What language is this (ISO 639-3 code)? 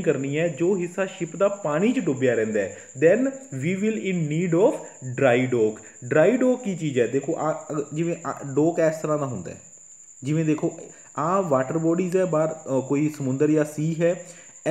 pan